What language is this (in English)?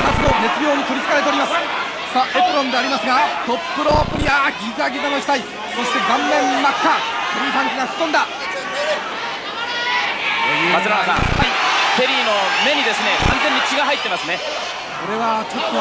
Japanese